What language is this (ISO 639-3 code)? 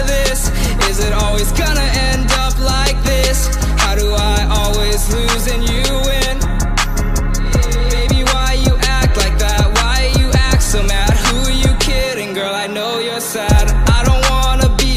eng